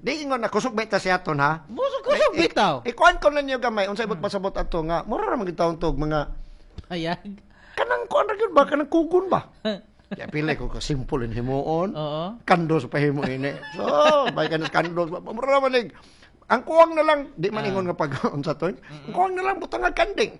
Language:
Cebuano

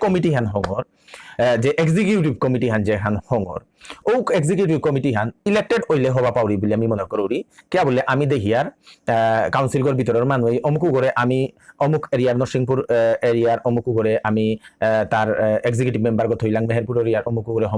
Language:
Bishnupriya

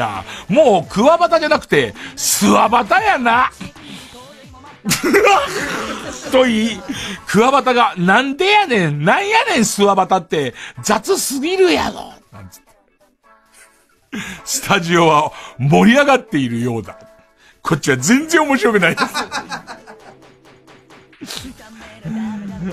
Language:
Japanese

